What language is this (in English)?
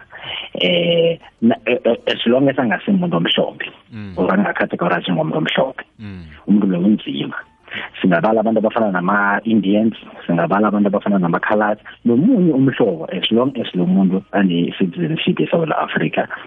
South Ndebele